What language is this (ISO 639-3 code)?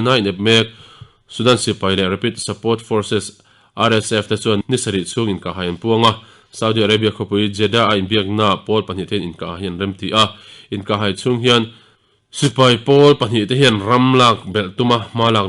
lus